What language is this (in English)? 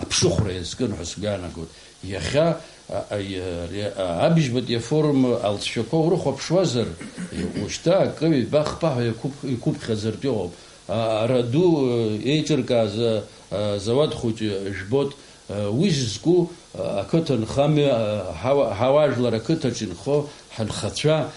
Abkhazian